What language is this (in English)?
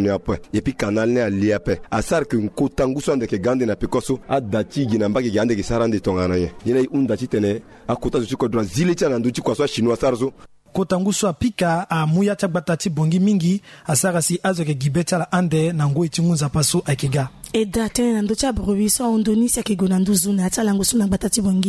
Sango